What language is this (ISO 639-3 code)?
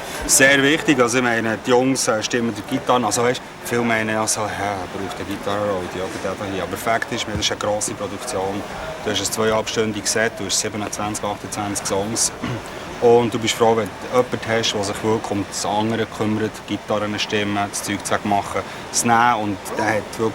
gsw